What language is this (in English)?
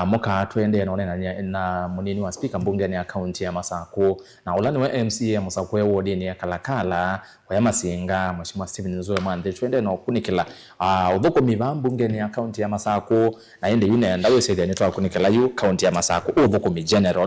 Kamba